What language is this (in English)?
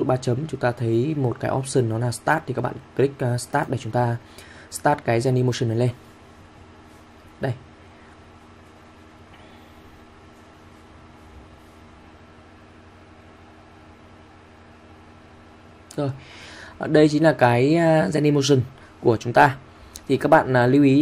Vietnamese